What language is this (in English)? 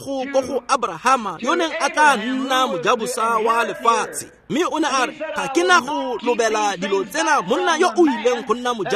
Tswana